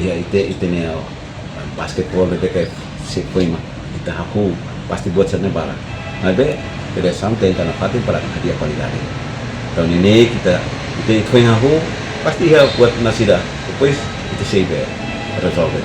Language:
Tetum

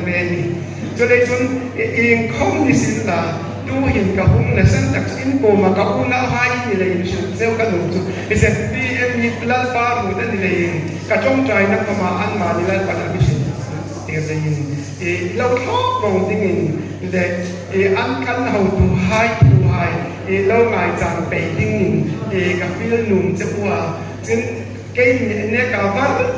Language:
Hmar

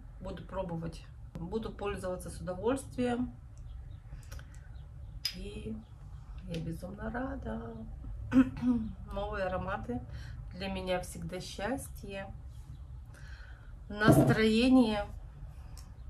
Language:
Russian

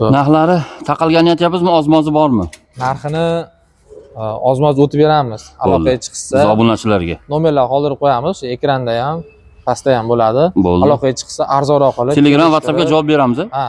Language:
Uzbek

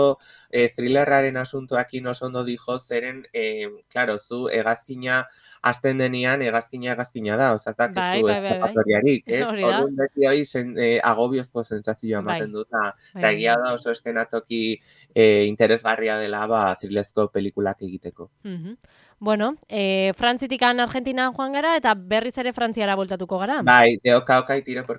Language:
Basque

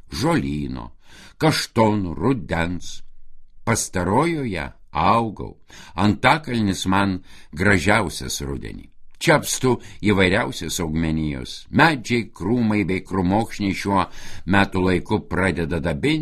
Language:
Lithuanian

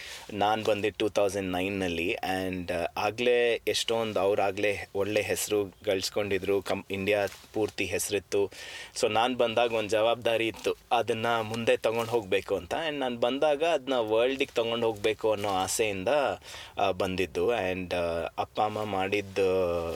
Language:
Kannada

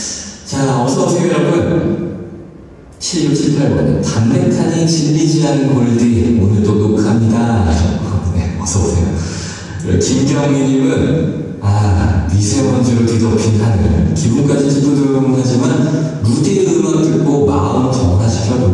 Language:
Korean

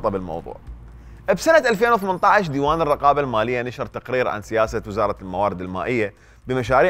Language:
Mesopotamian Arabic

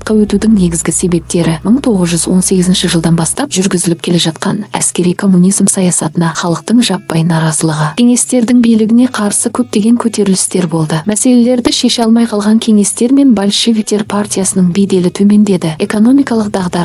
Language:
Kazakh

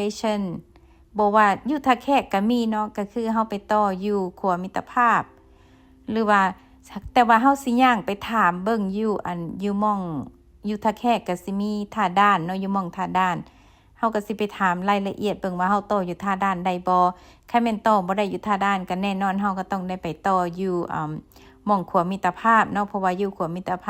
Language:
Lao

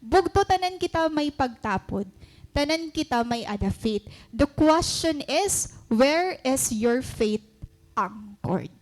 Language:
Waray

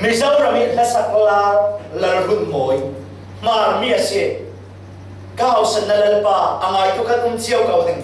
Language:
Falam Chin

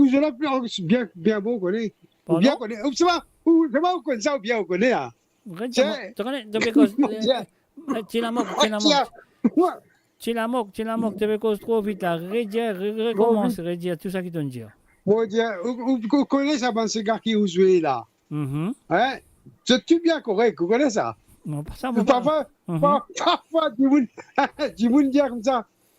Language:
Morisyen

